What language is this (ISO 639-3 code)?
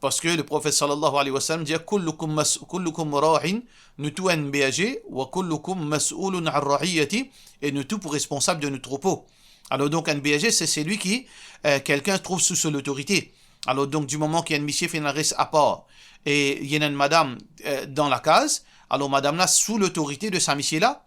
mfe